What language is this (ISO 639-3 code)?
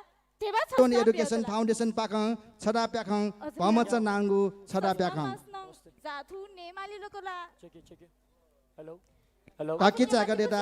new